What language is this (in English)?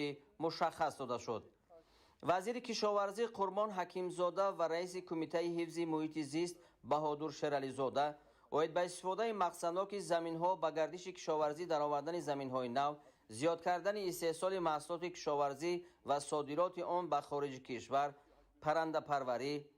Tajik